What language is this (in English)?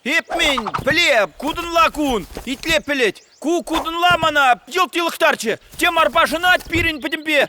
Chuvash